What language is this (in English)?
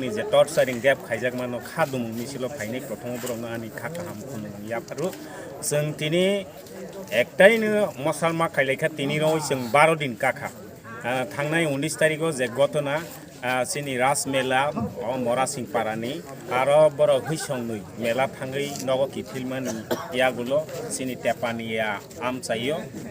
Kok Borok